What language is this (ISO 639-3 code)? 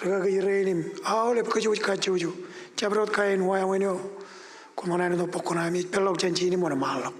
mah